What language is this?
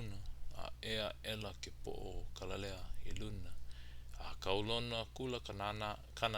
Hawaiian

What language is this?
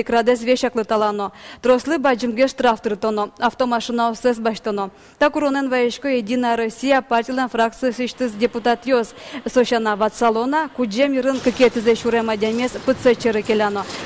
Udmurt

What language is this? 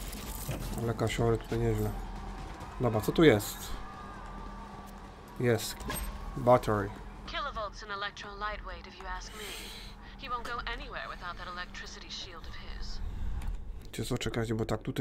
Polish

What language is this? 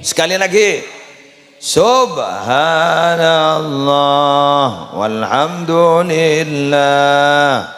Madurese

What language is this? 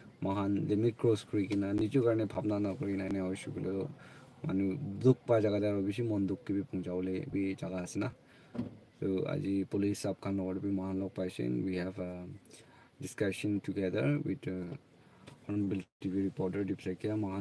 Naga Pidgin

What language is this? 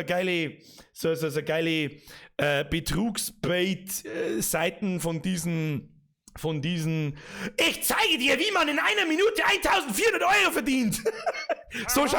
Bavarian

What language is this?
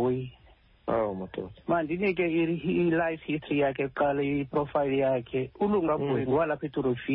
Xhosa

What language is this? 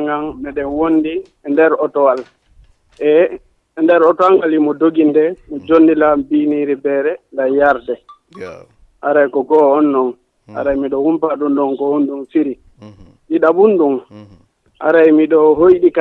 Fula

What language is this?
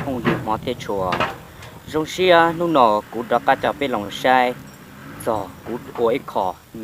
Hmong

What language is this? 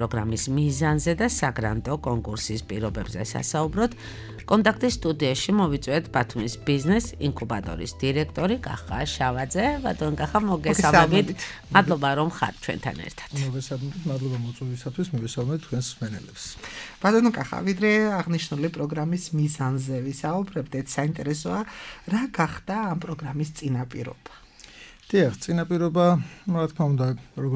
Georgian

